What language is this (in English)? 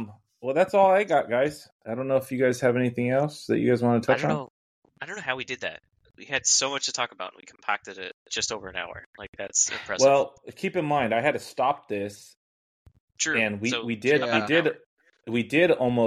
English